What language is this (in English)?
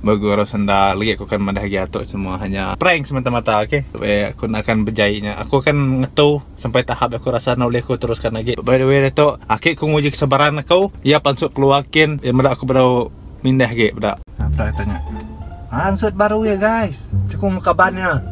Iban